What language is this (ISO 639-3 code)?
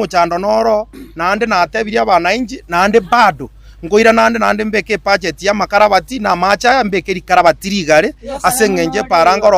guz